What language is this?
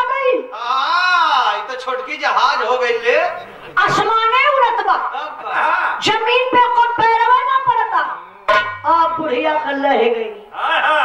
Bhojpuri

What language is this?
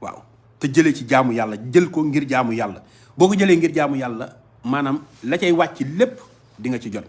Wolof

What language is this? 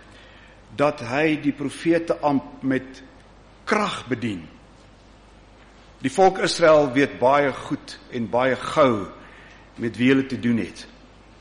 Afrikaans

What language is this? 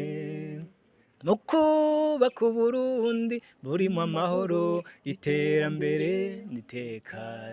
Rundi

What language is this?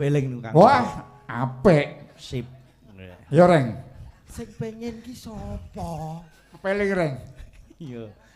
Javanese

